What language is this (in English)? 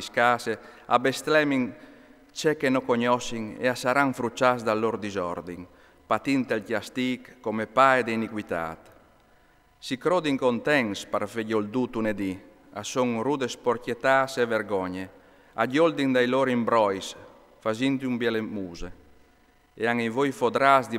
Friulian